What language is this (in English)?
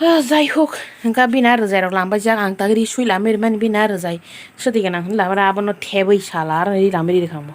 Kok Borok